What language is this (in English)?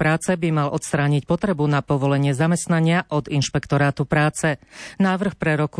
Slovak